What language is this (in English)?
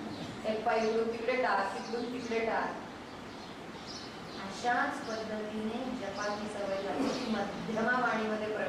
Marathi